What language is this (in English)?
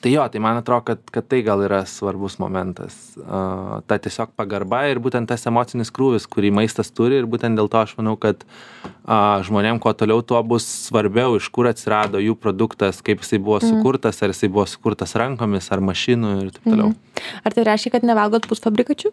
Lithuanian